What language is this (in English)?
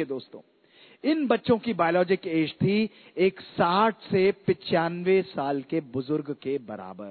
Hindi